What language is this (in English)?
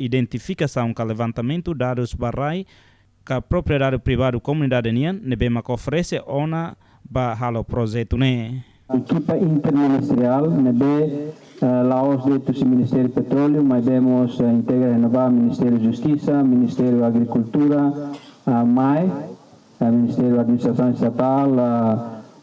Tetum